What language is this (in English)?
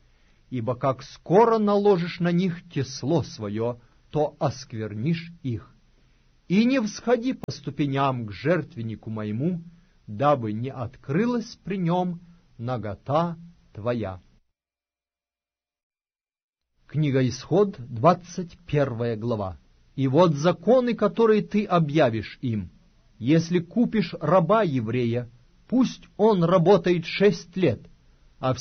Russian